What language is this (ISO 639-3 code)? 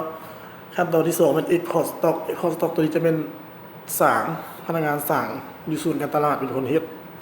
lao